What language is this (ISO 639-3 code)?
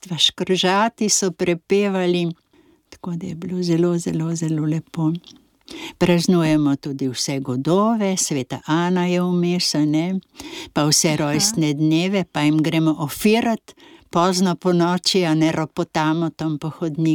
slv